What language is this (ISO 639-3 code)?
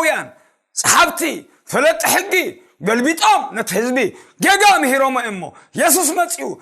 tir